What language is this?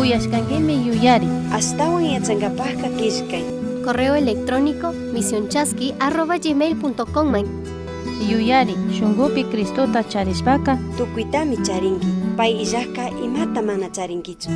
Chimborazo Highland Quichua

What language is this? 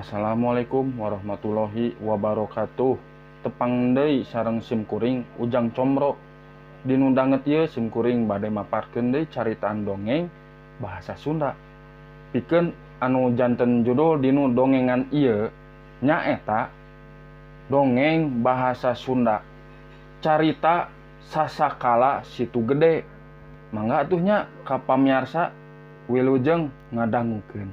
Sundanese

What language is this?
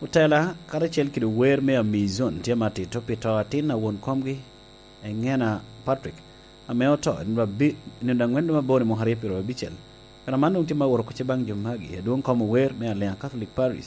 Lango (Uganda)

